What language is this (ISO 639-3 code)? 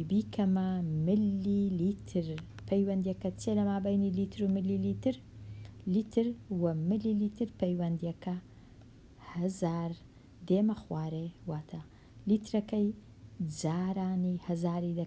ckb